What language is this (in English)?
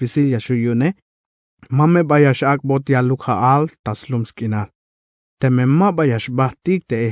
Tzeltal